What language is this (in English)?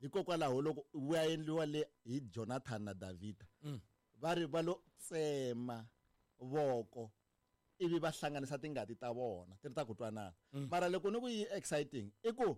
Tsonga